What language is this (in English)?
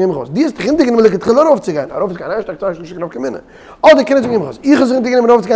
Yiddish